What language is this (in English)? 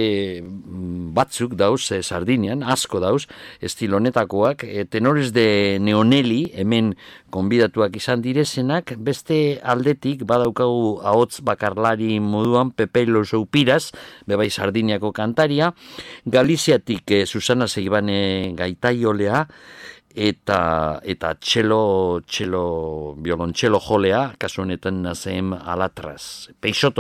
Basque